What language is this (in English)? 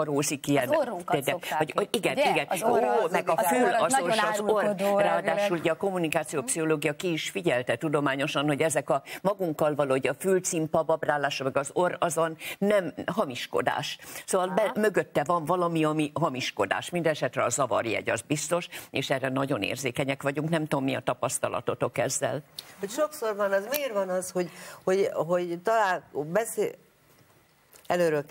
Hungarian